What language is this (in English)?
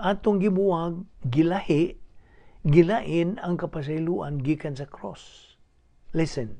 Cebuano